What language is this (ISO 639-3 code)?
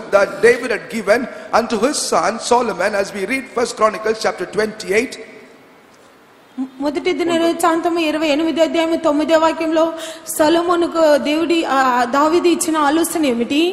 tam